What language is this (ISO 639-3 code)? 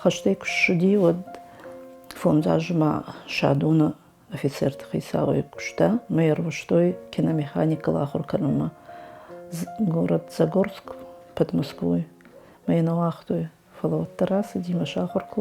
oss